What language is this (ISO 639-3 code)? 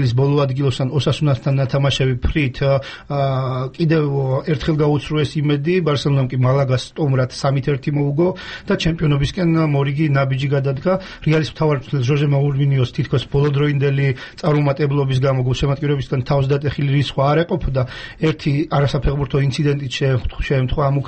kat